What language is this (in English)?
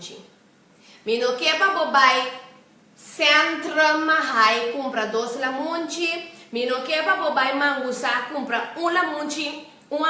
Papiamento